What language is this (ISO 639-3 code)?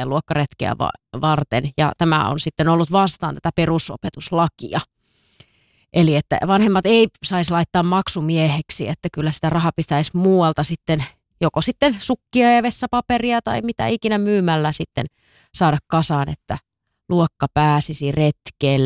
fin